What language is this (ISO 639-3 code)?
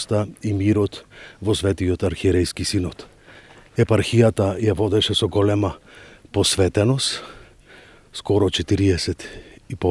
mkd